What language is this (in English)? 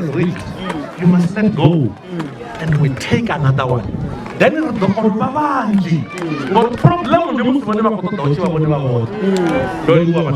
Venda